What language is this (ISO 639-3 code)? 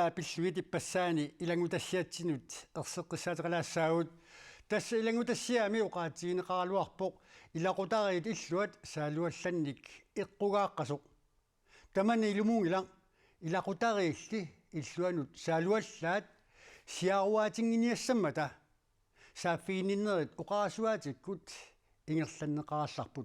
kal